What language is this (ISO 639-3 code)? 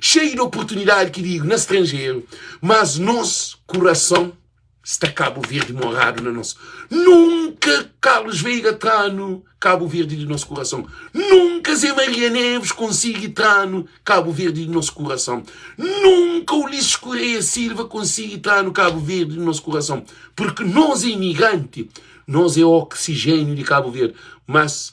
kea